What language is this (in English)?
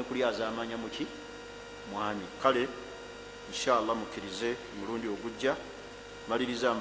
Ganda